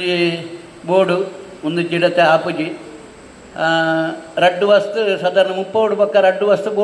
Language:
Tulu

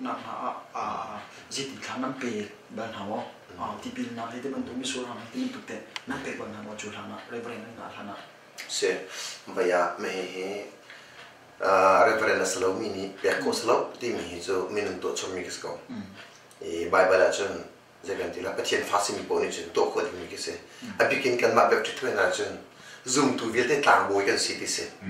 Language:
Hakha Chin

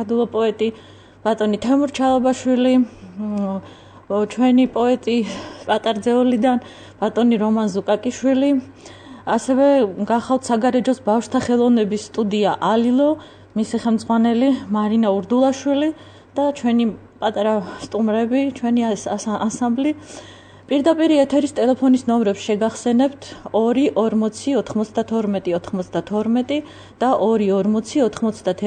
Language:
Georgian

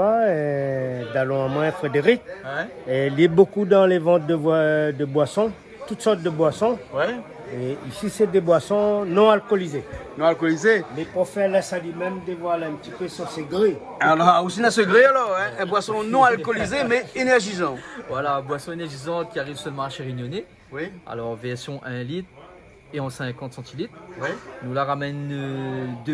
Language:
Réunion Creole French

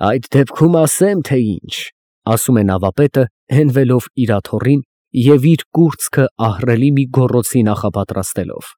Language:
Armenian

